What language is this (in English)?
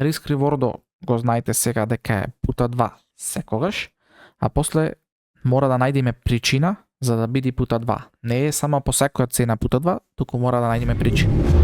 Macedonian